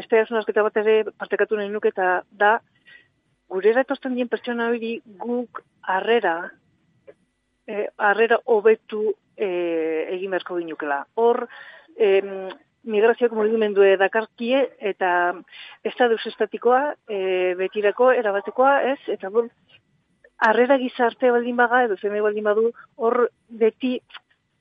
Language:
Basque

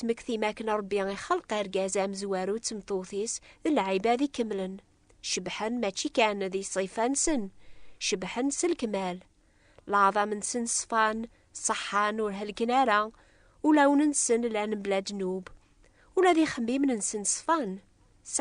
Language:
Kabyle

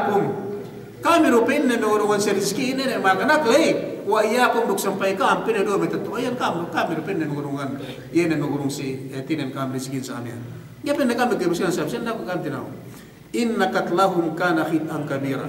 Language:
Yakan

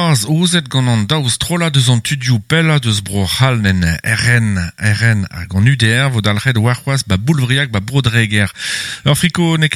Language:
Breton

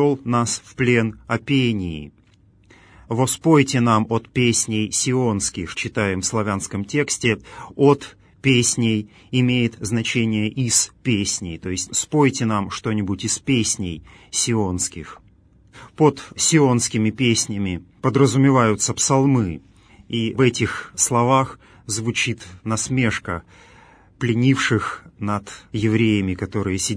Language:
Russian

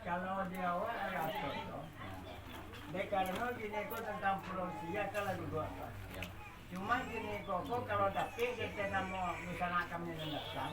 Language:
Minangkabau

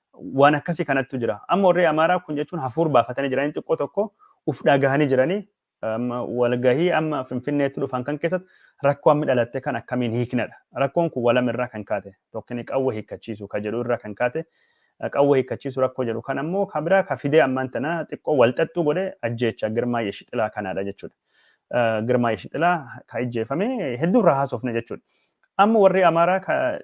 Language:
Oromo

